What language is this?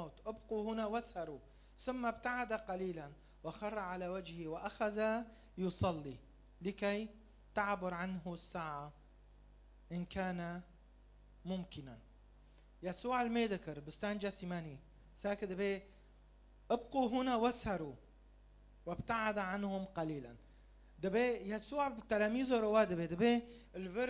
Kurdish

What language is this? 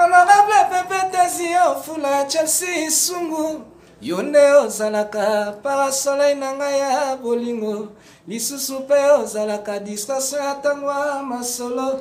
Lingala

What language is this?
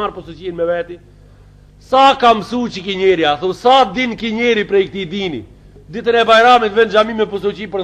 Albanian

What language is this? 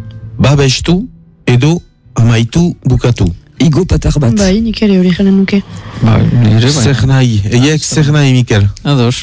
Basque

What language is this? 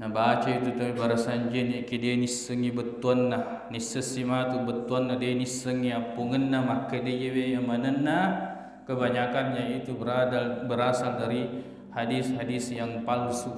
Buginese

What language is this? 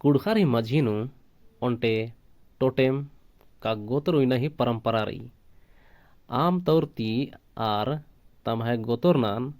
Kurukh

